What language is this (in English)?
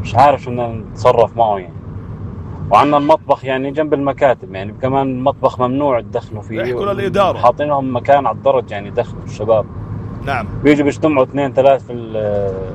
North Levantine Arabic